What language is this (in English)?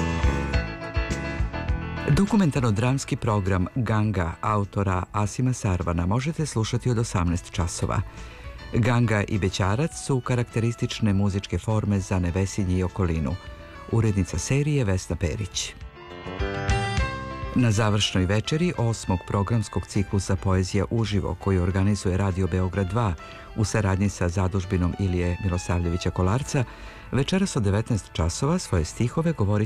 Serbian